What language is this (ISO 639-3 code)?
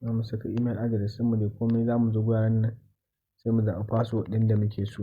hau